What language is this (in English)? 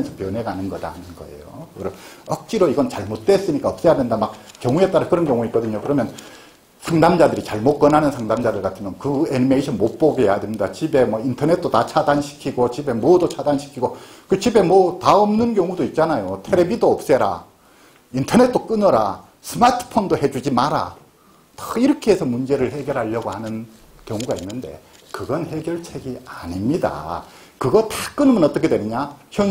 Korean